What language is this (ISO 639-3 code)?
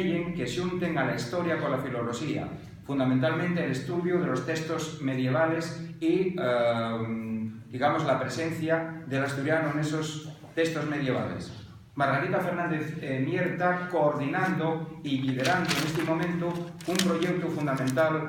ast